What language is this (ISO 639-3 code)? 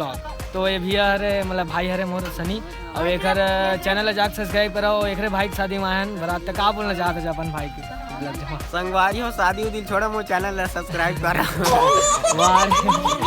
hne